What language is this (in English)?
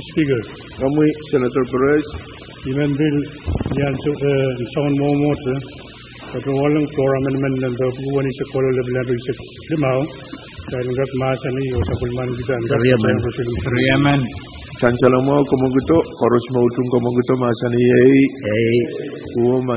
Pohnpeian